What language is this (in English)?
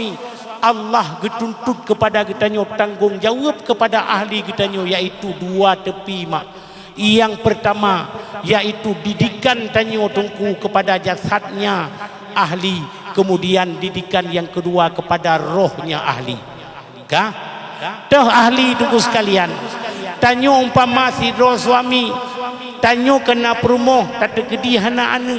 Achinese